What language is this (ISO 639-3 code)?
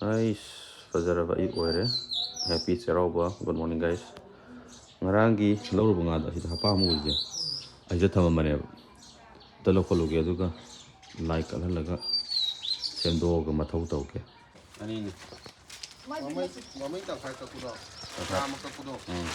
mni